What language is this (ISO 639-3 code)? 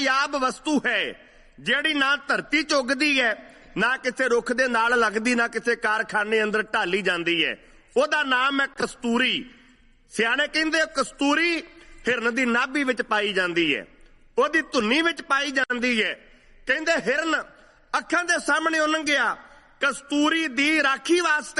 pan